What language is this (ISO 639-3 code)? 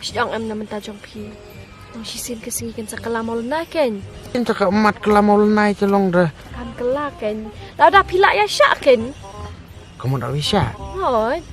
kha